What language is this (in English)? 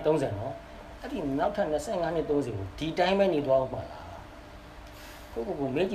Burmese